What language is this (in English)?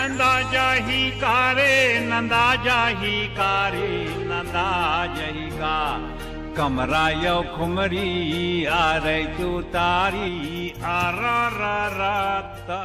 Chhattisgarhi